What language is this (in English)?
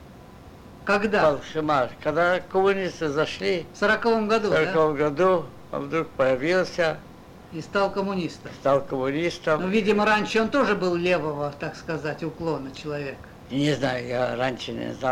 Russian